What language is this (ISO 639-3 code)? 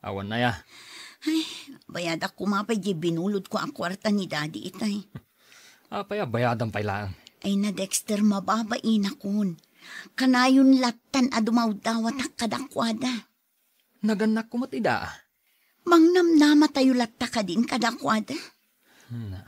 ilo